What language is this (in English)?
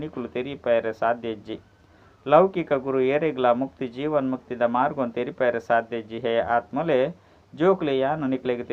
Tulu